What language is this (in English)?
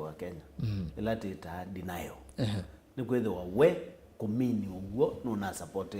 Kamba